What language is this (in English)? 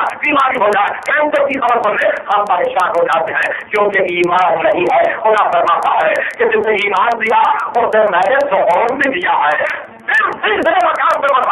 Urdu